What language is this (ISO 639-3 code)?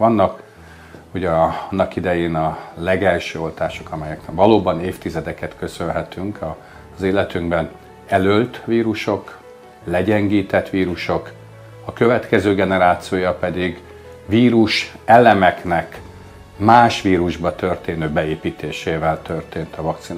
hun